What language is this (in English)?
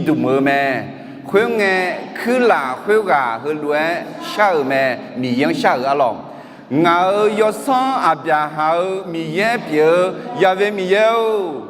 Akha